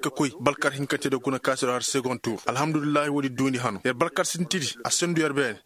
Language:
Koyraboro Senni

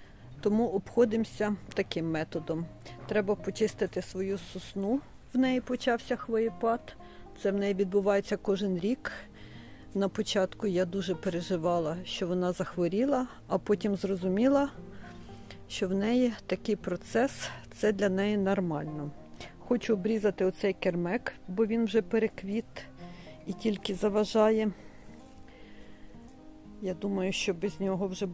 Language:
Ukrainian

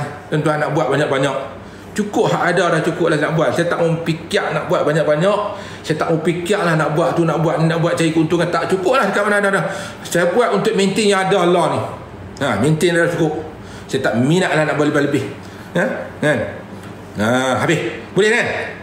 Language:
Malay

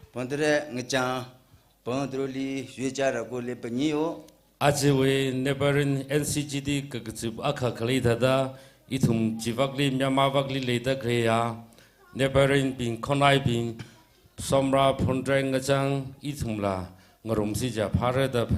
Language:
Tangkhul Naga (India)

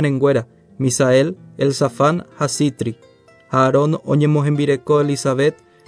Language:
Guarani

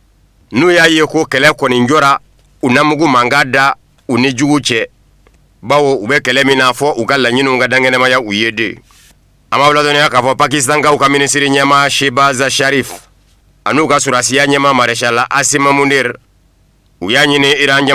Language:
Bambara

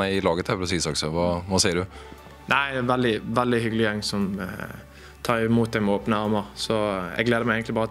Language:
Norwegian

